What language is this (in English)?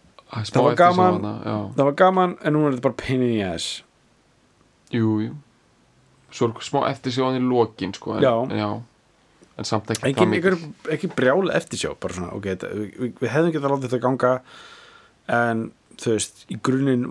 Icelandic